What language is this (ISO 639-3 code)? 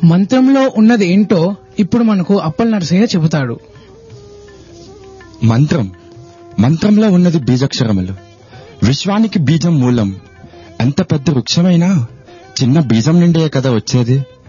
tel